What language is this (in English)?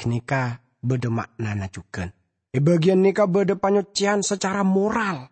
Madurese